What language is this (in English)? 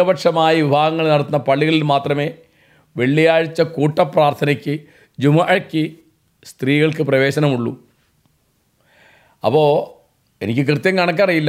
Malayalam